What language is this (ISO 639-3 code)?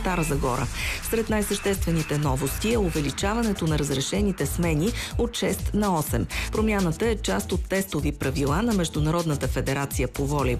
bul